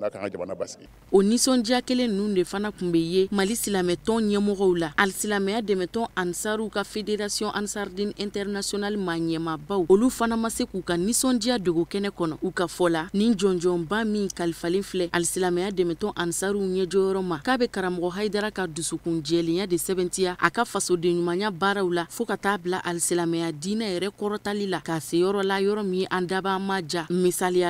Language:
Bambara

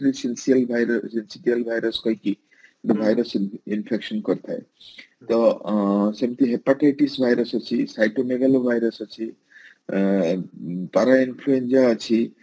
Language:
Odia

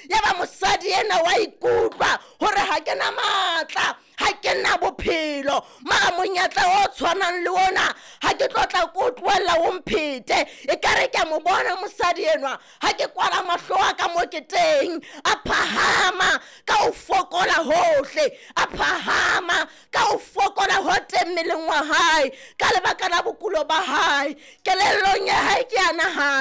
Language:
Southern Sotho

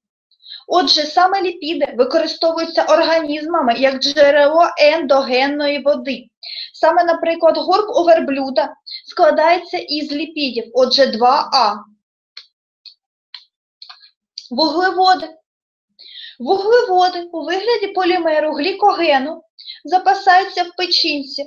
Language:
Ukrainian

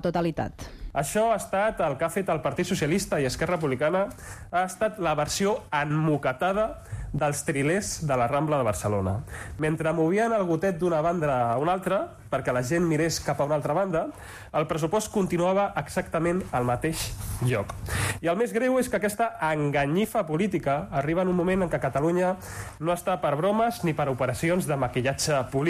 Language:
Catalan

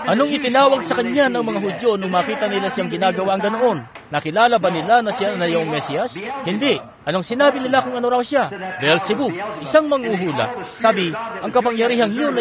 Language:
Filipino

